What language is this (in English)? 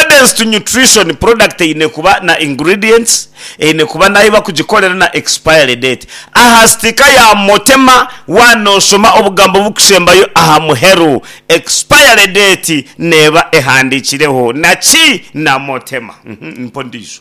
Nyankole